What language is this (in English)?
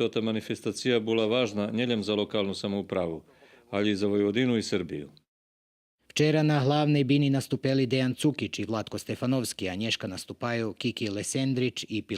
Rusyn